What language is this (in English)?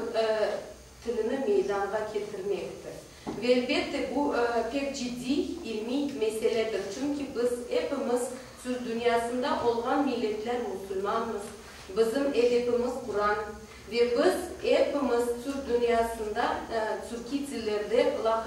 Crimean Tatar